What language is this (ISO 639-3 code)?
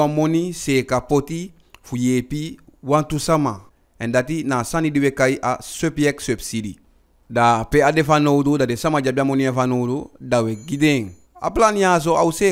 djk